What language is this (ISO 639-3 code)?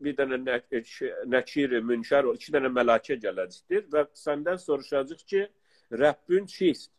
azb